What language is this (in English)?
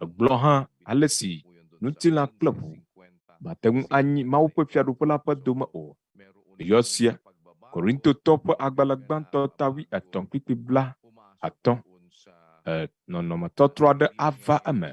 Ewe